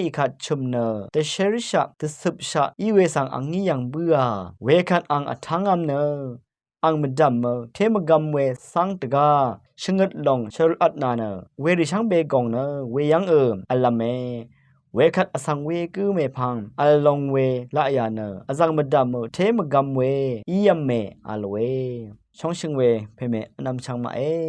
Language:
Rawang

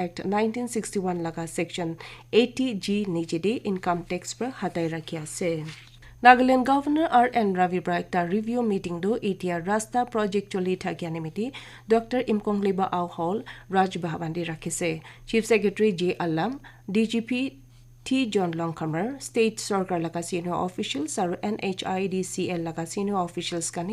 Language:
Naga Pidgin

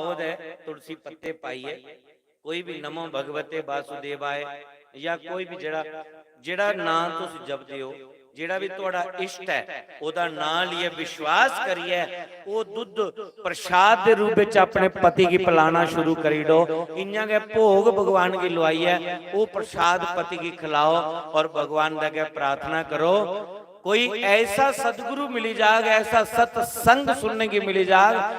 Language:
Dogri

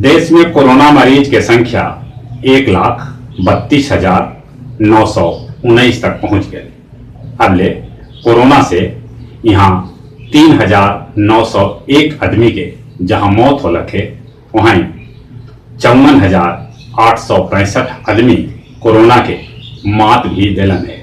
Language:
Magahi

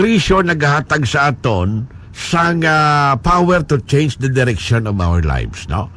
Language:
Hiligaynon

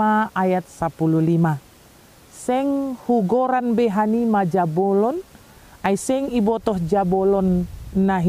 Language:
Batak Simalungun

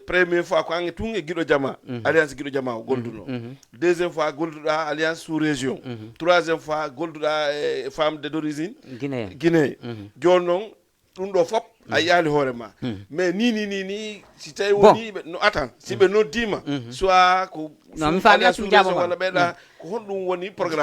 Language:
Fula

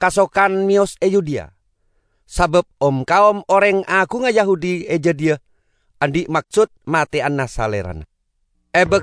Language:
Madurese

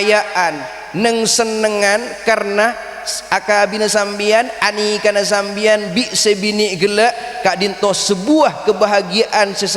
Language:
Madurese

